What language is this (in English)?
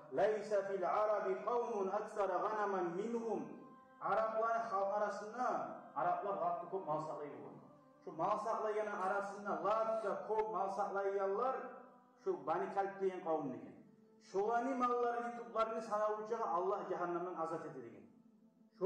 Kumyk